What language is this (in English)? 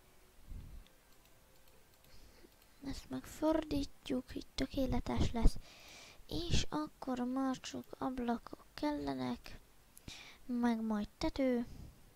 Hungarian